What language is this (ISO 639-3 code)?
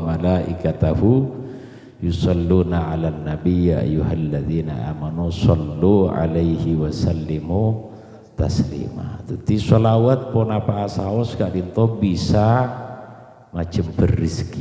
mad